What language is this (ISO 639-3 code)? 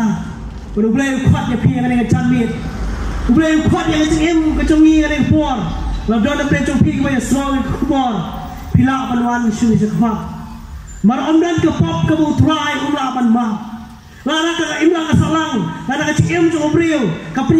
kha